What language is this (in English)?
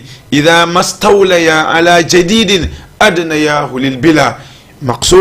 Fula